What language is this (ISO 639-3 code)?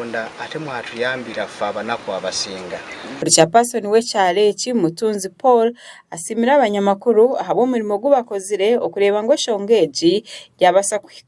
nyn